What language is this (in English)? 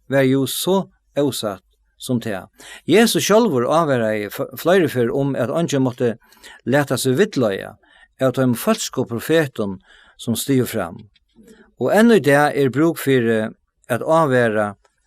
Faroese